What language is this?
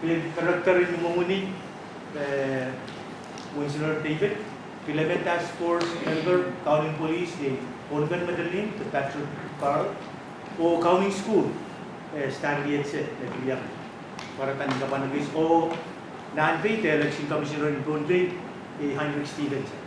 Pohnpeian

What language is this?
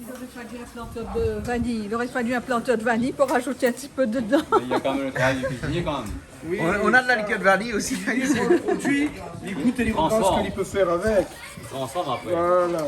Réunion Creole French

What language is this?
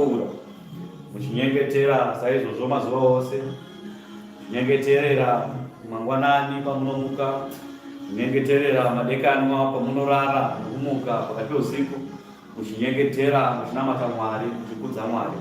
Shona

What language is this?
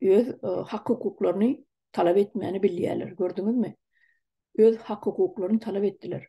Turkmen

